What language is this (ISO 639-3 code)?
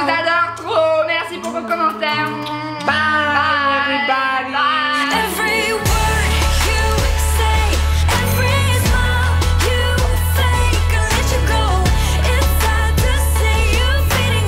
fra